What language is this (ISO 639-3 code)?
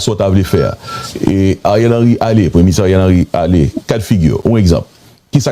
hat